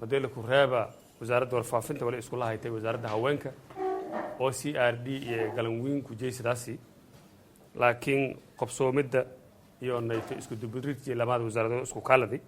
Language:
Somali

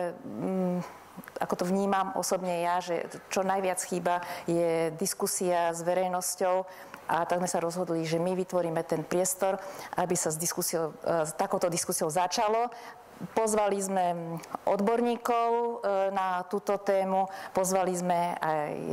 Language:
Slovak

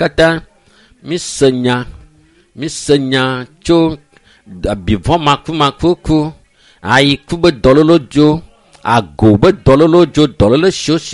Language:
Ewe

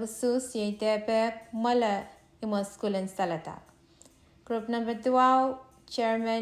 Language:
Pohnpeian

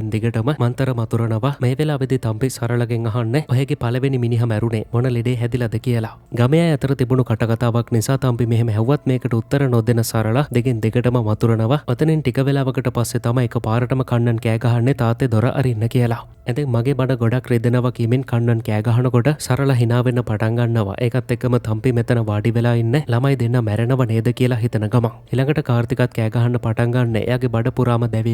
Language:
Sinhala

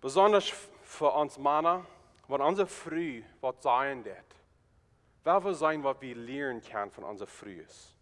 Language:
Plautdietsch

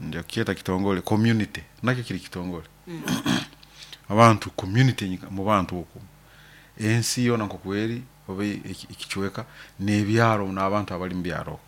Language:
Nyoro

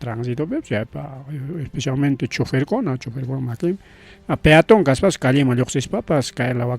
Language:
Ayacucho Quechua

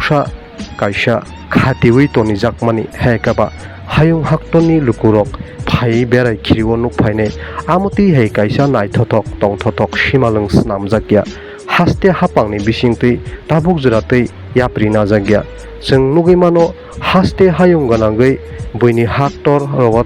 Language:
Kok Borok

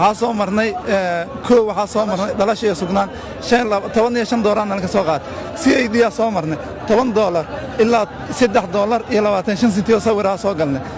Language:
Somali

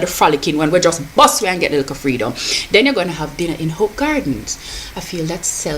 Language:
Jamaican Creole English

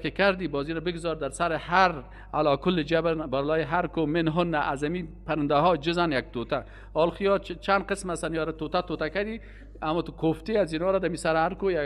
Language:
Persian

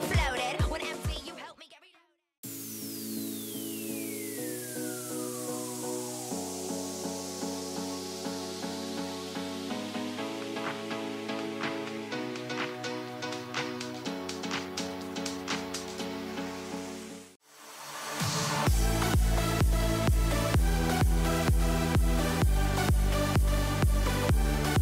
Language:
Japanese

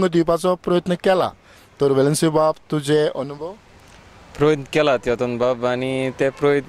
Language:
Konkani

